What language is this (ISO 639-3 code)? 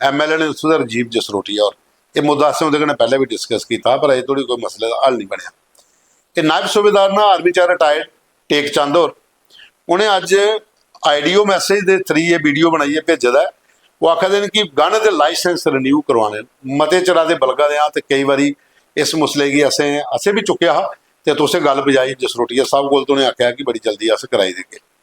doi